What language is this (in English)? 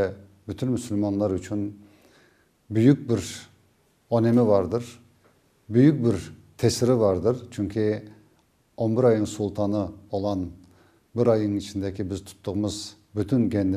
Crimean Tatar